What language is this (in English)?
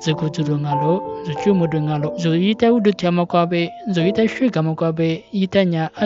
Lisu